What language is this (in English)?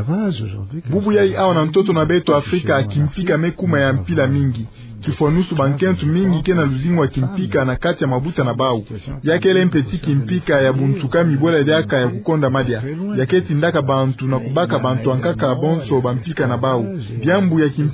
Kituba (Democratic Republic of Congo)